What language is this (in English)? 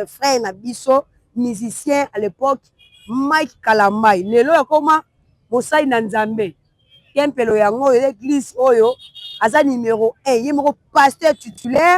Lingala